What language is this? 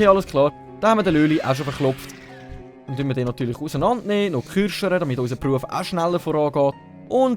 Swiss German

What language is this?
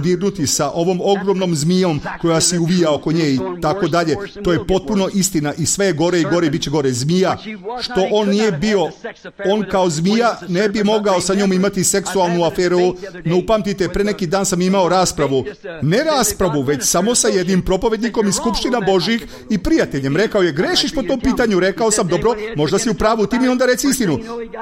Serbian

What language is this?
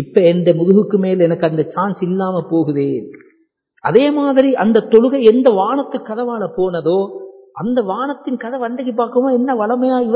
Tamil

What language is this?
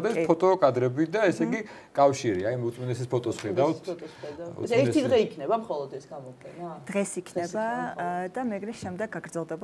Georgian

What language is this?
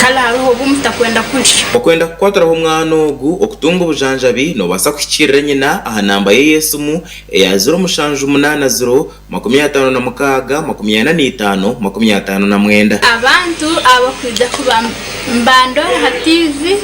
Nyankole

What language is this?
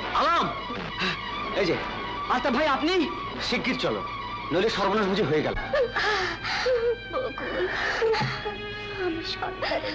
Bangla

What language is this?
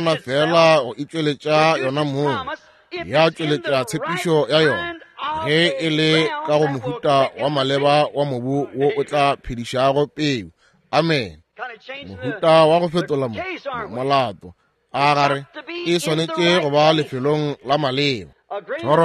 Northern Sotho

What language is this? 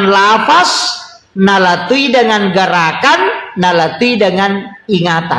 Buginese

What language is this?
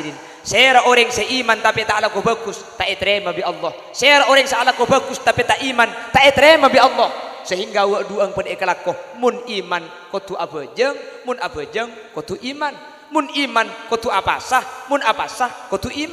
Madurese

